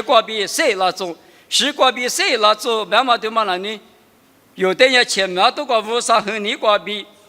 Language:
Lisu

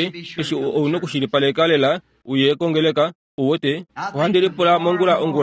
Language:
Kuanyama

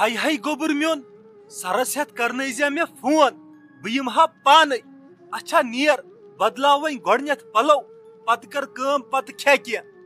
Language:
Kashmiri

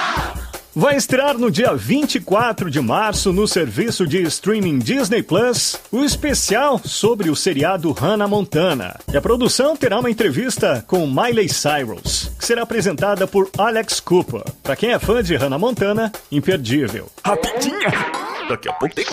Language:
Portuguese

